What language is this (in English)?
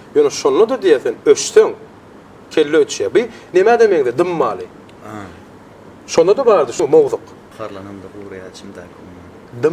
Turkmen